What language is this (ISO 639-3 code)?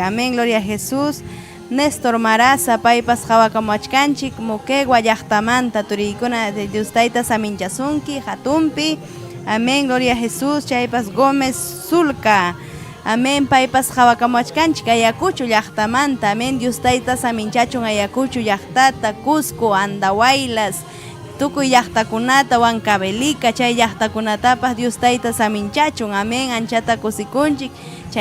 quy